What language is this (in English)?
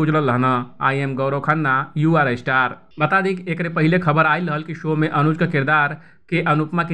Bhojpuri